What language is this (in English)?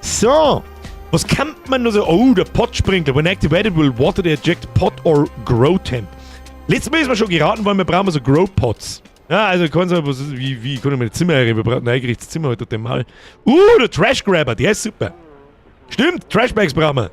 Bavarian